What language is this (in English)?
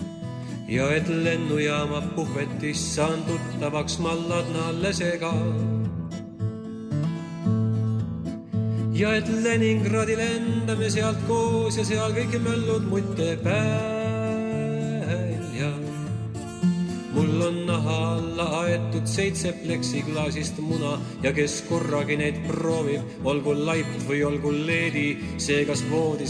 Estonian